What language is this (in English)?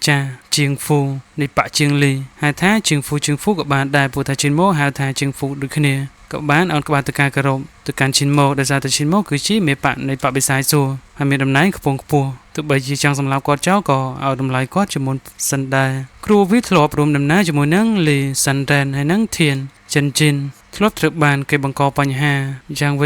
Khmer